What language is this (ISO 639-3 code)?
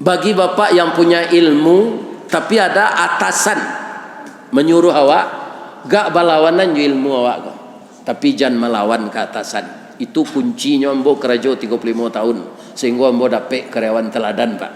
min